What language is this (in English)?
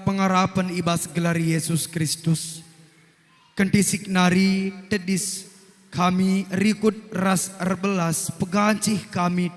Batak Karo